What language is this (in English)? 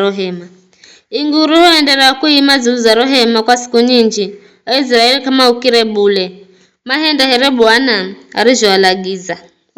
Giryama